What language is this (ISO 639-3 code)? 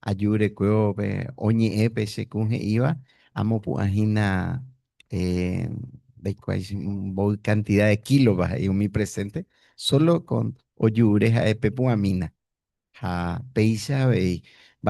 grn